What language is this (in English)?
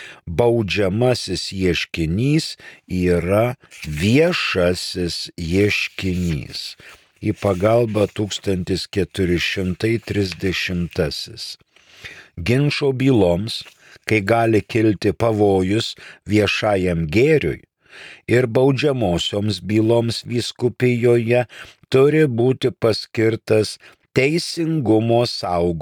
Lithuanian